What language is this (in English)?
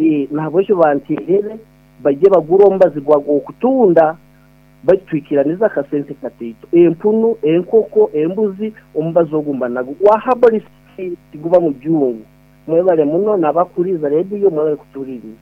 Nyoro